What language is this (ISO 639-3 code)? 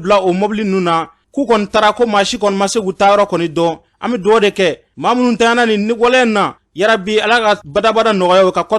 bam